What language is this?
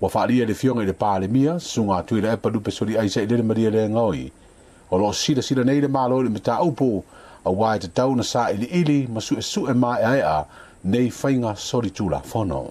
Samoan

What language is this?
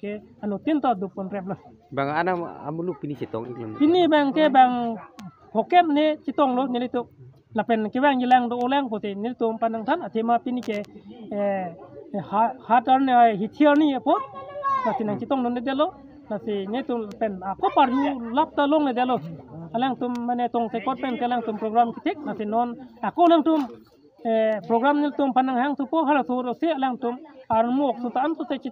Karbi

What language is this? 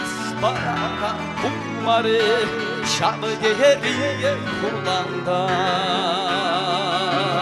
Chuvash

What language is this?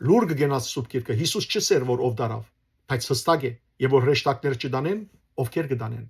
Western Armenian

